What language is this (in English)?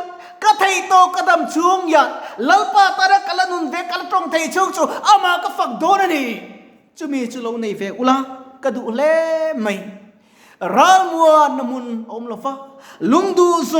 Mizo